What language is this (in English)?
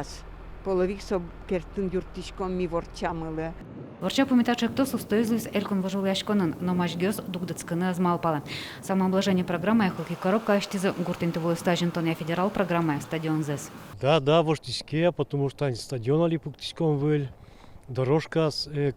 Udmurt